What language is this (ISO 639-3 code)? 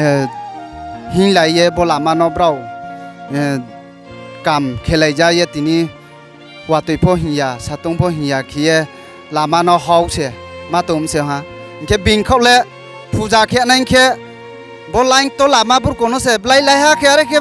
ria